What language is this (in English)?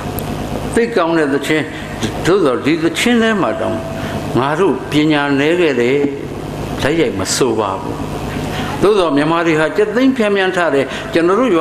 Burmese